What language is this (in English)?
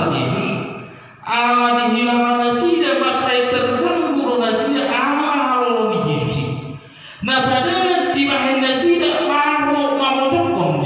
Batak Toba